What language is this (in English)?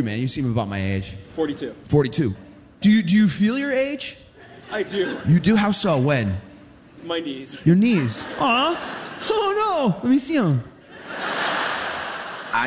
English